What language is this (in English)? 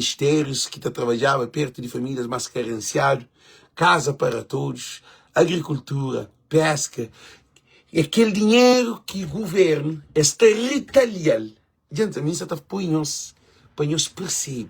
Kabuverdianu